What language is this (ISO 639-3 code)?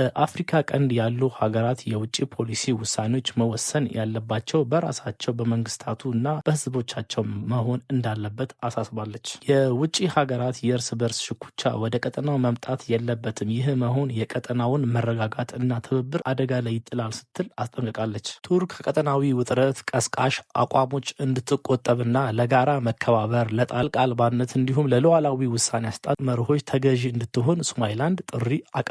amh